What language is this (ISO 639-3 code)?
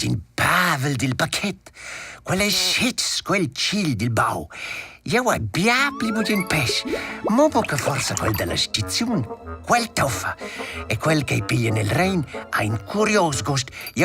roh